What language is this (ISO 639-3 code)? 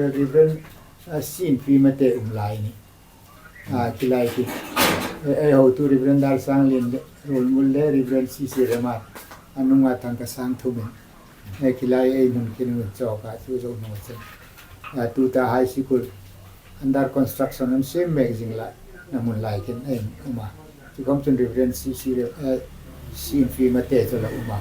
hmr